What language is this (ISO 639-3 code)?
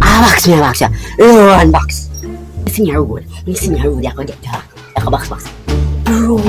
jam